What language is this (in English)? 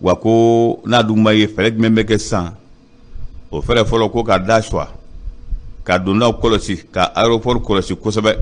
Bambara